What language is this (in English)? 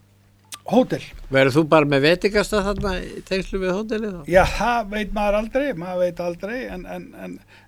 Icelandic